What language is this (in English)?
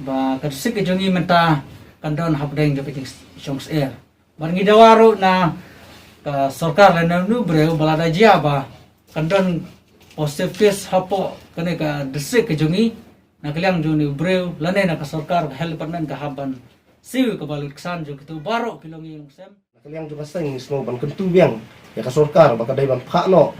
Khasi